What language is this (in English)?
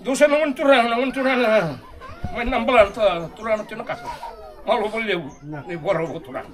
Fijian